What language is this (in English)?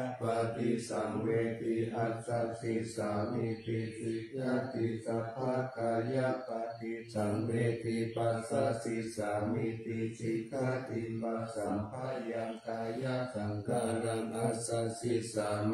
Pali